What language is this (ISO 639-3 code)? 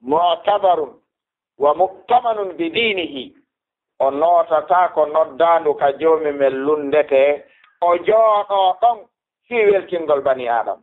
ful